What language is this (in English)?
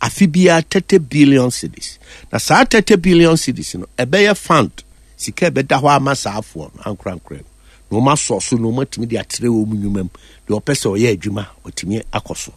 Akan